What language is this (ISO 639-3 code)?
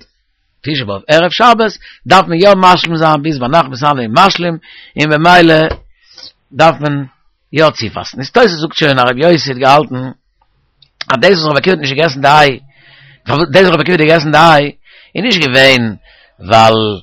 yid